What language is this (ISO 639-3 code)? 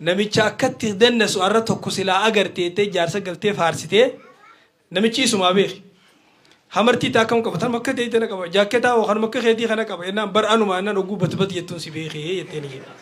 orm